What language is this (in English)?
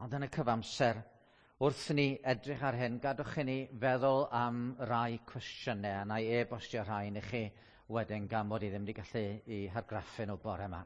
Welsh